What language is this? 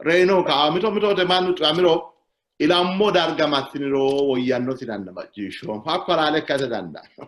Sidamo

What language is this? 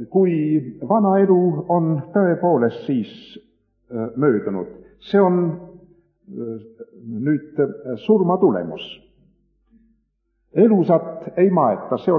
Estonian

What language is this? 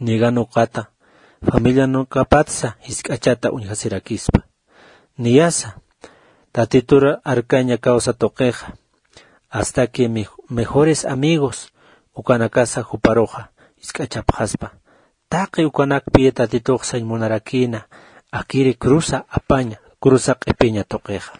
Aymara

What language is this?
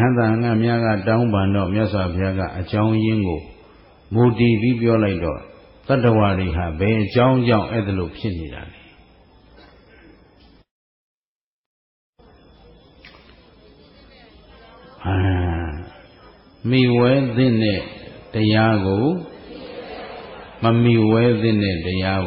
Burmese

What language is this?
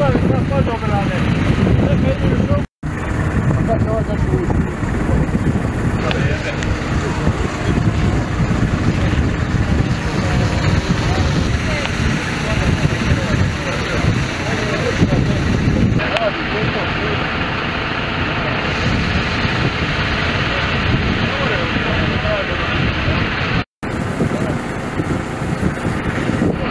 Croatian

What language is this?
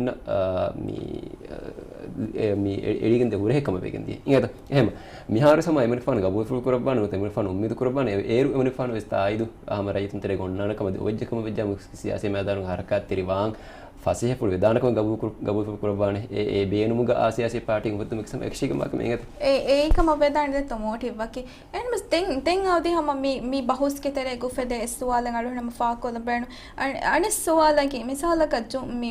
Divehi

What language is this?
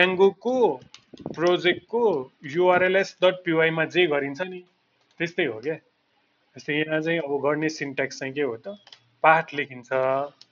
Nepali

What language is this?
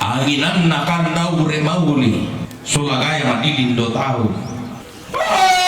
Toraja-Sa'dan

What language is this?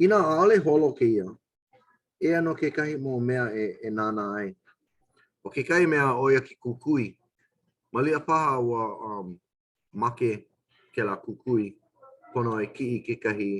Hawaiian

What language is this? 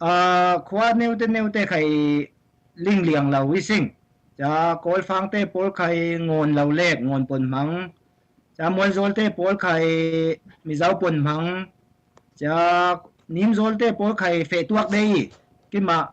Falam Chin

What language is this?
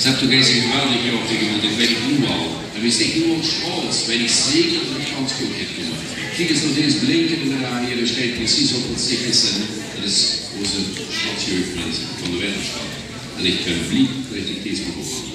Limburgish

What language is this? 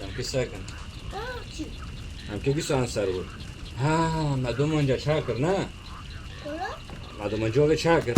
Kurdish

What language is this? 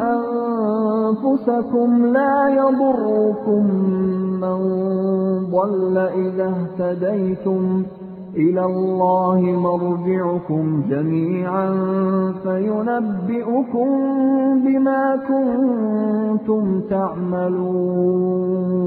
Arabic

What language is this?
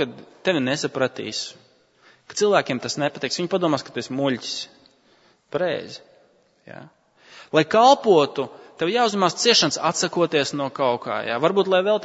Latvian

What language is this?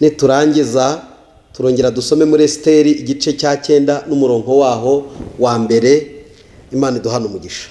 Kinyarwanda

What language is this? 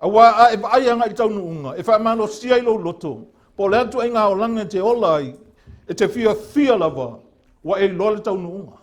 Samoan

